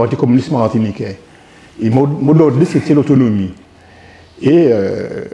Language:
Guadeloupean Creole French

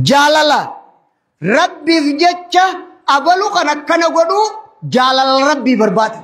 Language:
Oromo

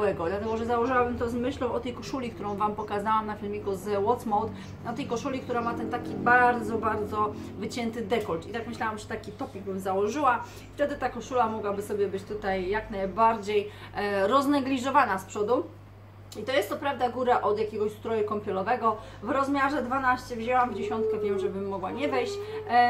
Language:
Polish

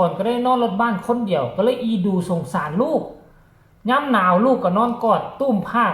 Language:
Northeastern Thai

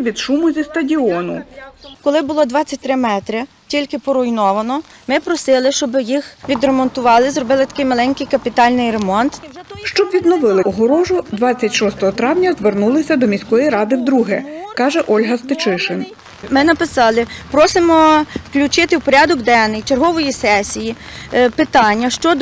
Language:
Ukrainian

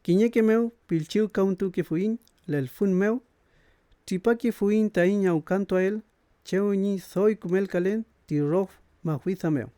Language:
Mapuche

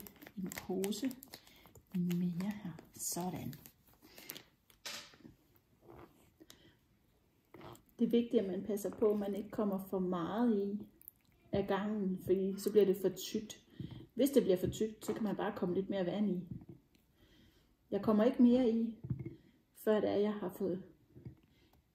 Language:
Danish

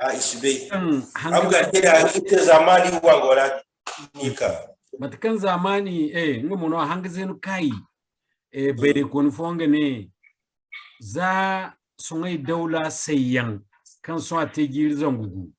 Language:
Zarma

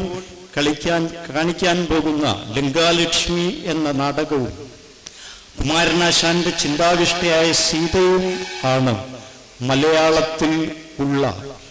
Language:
Malayalam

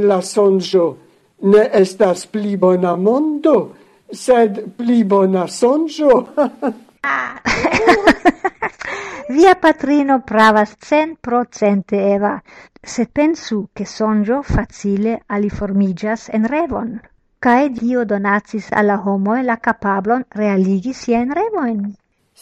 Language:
Esperanto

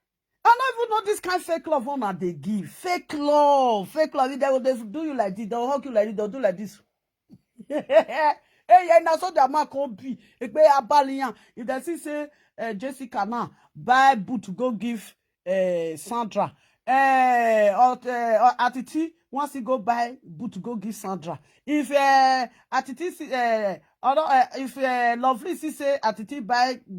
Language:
Nigerian Pidgin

